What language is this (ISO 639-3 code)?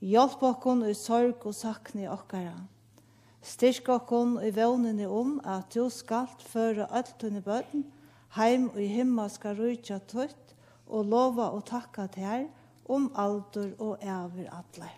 fao